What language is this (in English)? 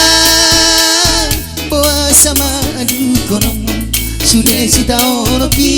Batak Toba